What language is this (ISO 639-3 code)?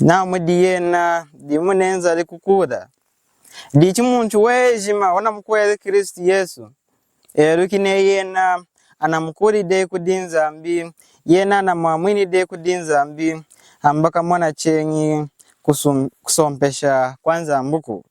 lun